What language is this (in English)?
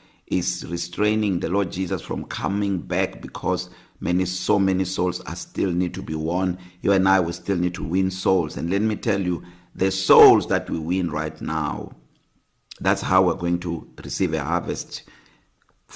English